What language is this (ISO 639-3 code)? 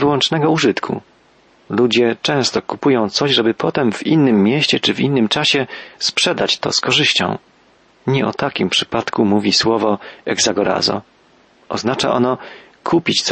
pol